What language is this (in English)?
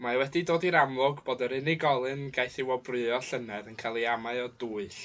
Welsh